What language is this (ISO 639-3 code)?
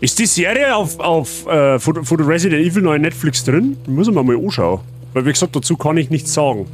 bar